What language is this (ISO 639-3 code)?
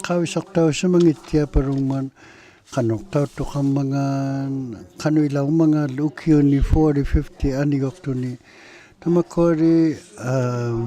iku